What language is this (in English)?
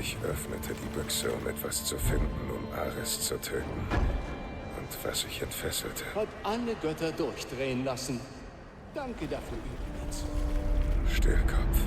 Bavarian